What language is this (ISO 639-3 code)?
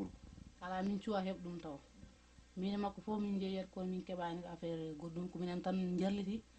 ful